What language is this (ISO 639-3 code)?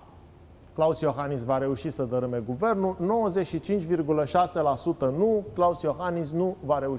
ron